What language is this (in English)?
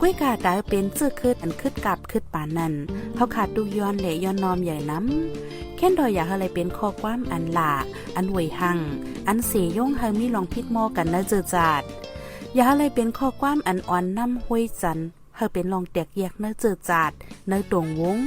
Shan